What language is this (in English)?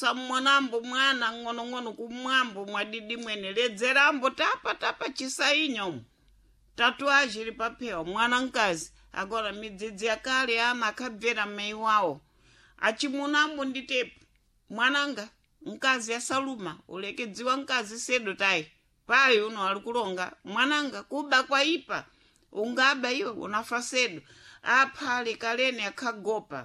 Sena